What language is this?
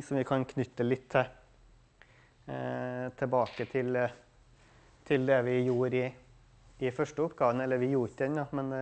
Norwegian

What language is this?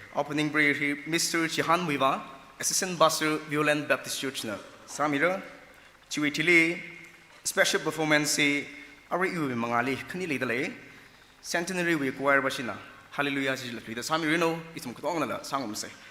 Tangkhul Naga (India)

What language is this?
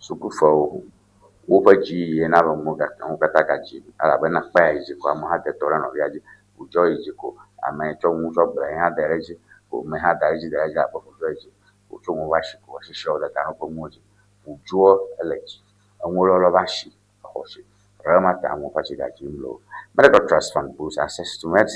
Ewe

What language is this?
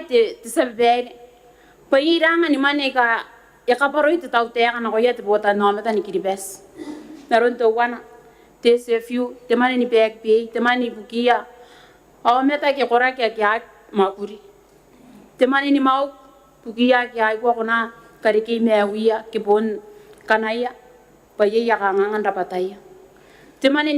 Gilbertese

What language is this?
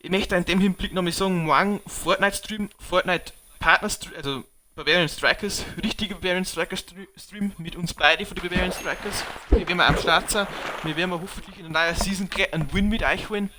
Bavarian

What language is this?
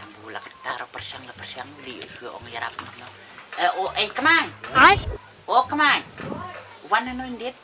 Khasi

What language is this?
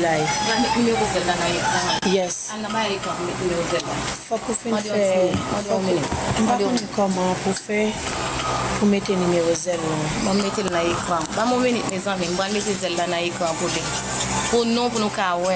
Haitian Creole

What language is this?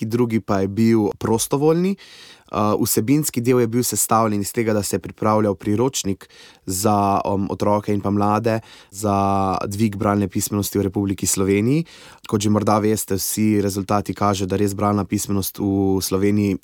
Slovenian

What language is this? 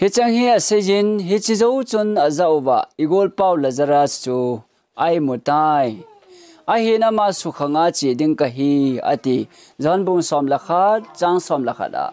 Thado Chin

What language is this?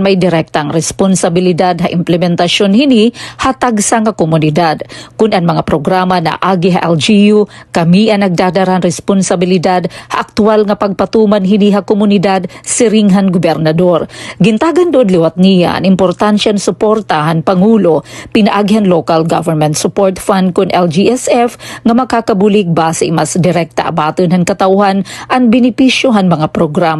Waray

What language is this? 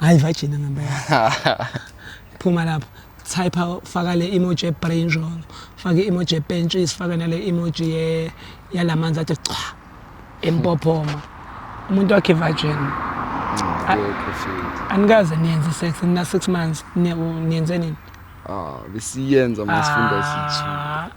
Zulu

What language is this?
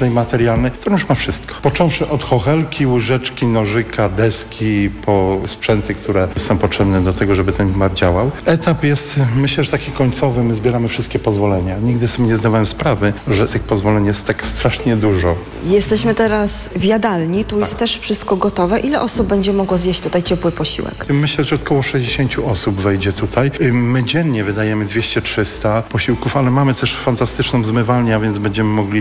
Polish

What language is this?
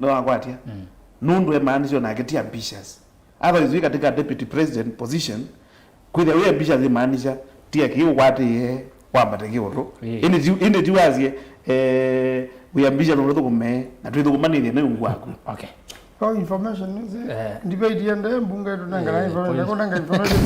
Kamba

